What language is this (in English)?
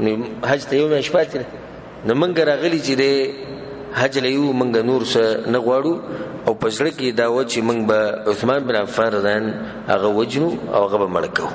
Pashto